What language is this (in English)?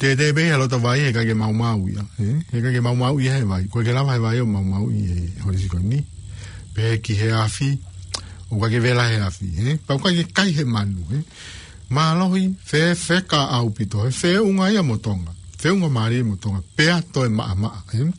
Tongan